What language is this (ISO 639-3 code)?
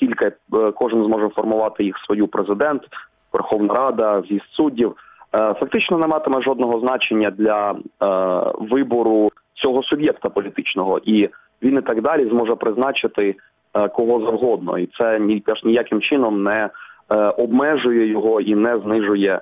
ukr